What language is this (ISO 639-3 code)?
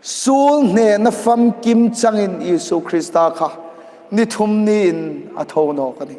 hmr